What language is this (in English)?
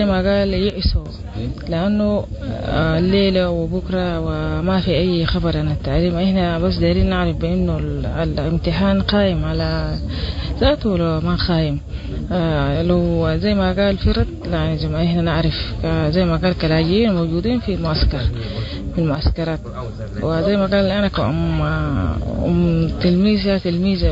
Sudanese Arabic